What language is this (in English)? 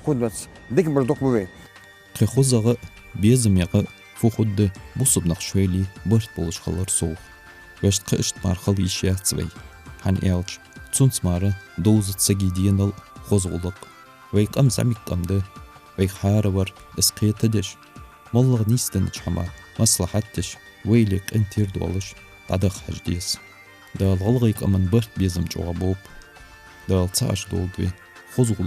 Ingush